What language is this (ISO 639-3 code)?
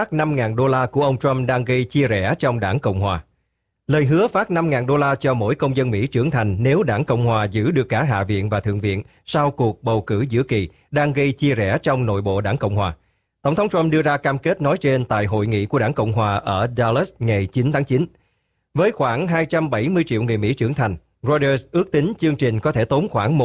vie